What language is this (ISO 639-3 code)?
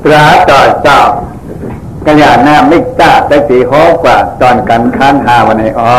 shn